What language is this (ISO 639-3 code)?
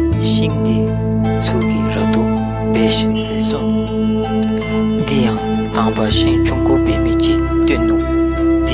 dzo